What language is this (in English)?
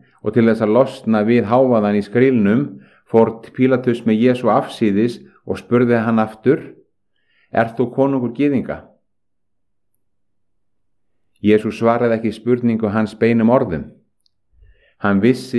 Icelandic